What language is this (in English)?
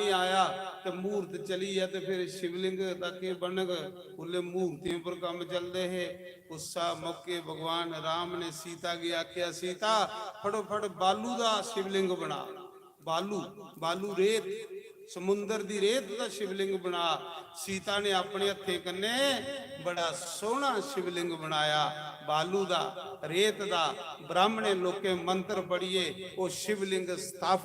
Dogri